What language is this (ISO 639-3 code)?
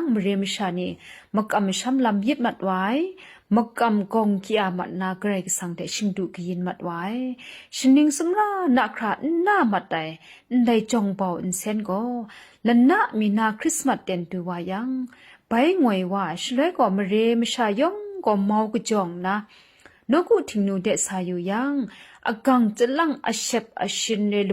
kac